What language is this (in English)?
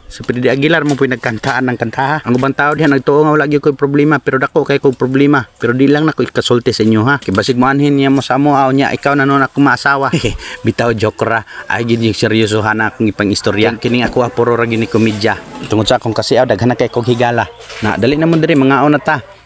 Cebuano